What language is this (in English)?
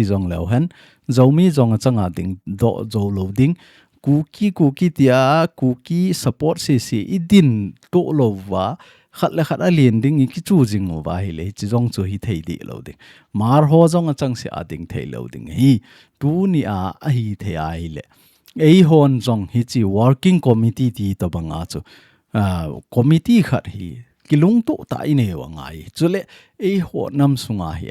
Thado Chin